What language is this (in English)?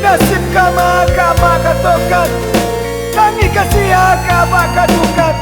Minangkabau